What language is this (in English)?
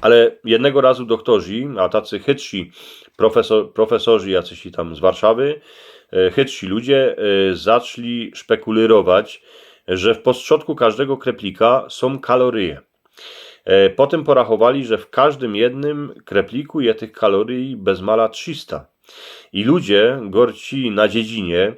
Silesian